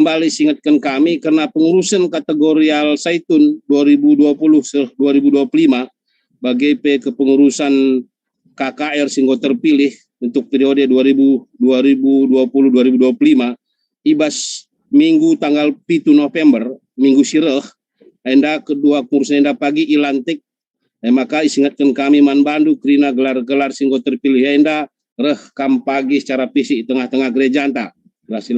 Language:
Batak Karo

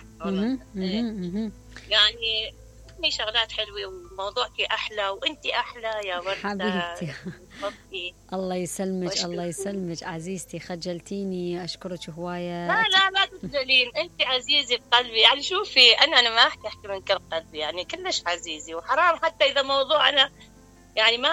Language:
Mesopotamian Arabic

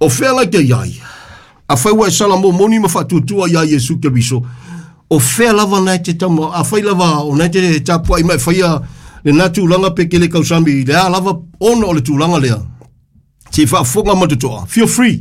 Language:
Samoan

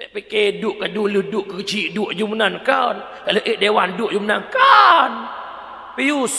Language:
Achinese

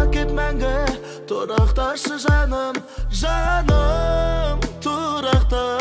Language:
Kazakh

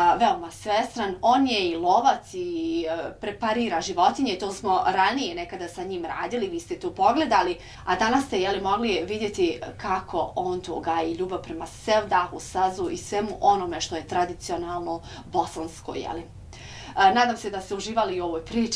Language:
Bosnian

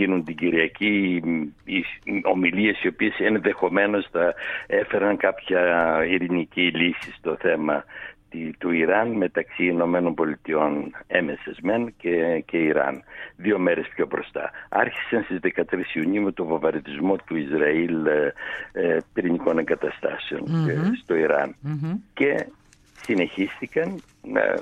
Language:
Greek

